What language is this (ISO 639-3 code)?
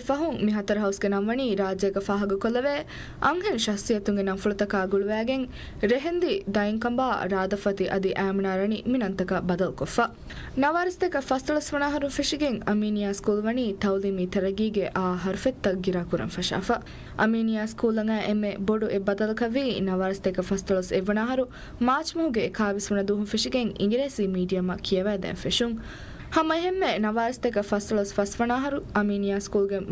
div